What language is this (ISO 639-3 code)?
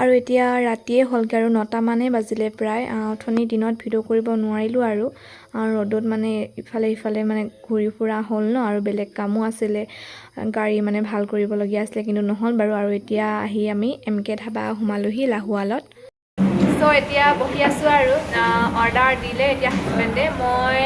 asm